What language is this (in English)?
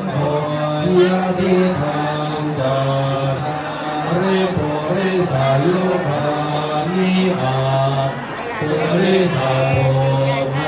Pali